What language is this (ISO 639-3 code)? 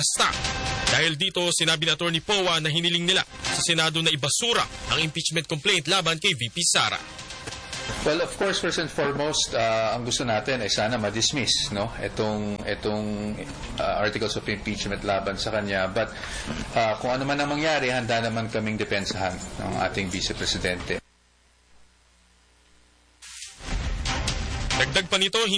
fil